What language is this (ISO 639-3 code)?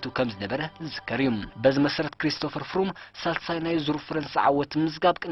tir